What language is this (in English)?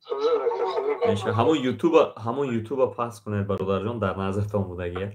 Tajik